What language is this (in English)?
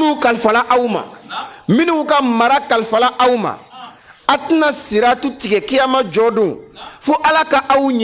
Bambara